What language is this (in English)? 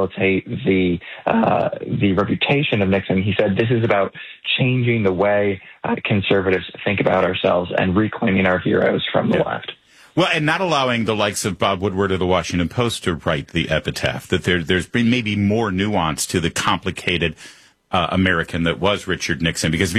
English